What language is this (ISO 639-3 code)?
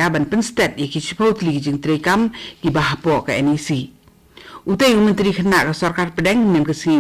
kha